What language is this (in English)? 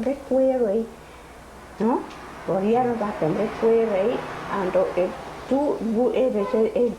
Papiamento